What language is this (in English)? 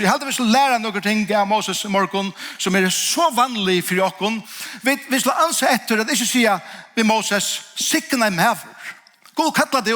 Faroese